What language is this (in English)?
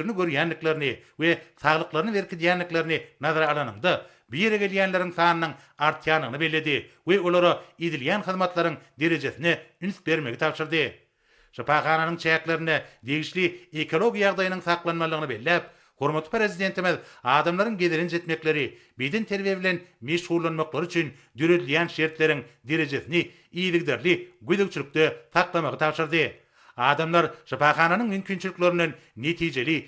Turkmen